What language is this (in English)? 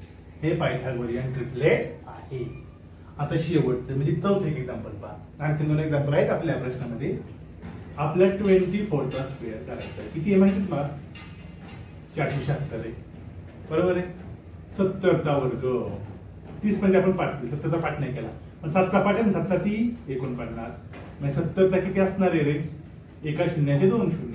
Marathi